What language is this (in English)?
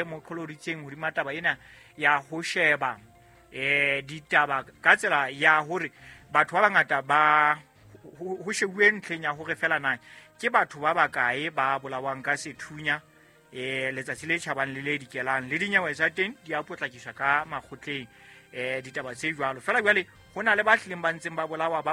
Southern Sotho